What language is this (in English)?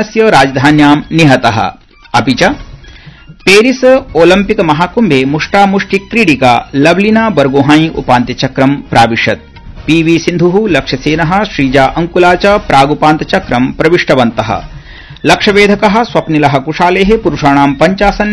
Sanskrit